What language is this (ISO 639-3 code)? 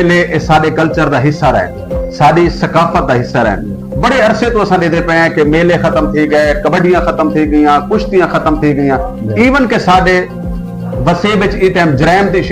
skr